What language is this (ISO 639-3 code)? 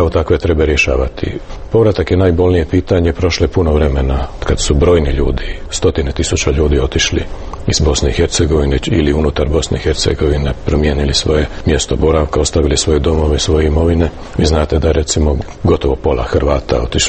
hrv